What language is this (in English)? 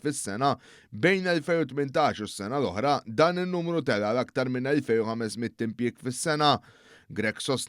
Maltese